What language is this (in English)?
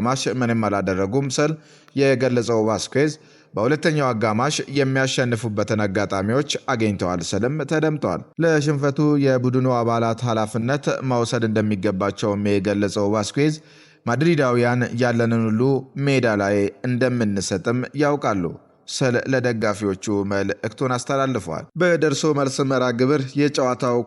Amharic